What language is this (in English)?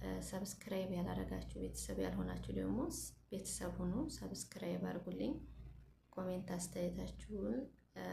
Amharic